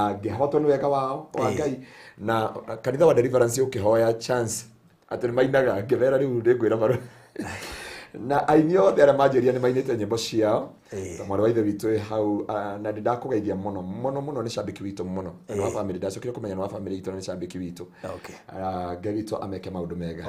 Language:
Kikuyu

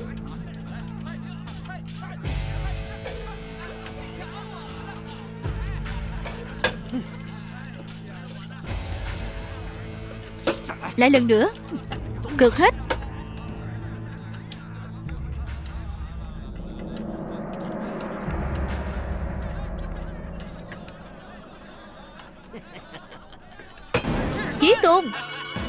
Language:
Vietnamese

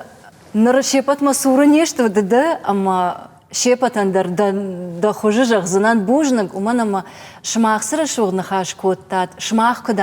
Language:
Ossetic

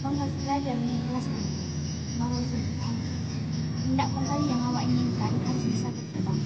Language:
Minangkabau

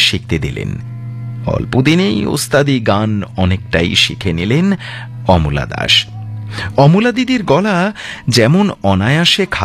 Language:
Bangla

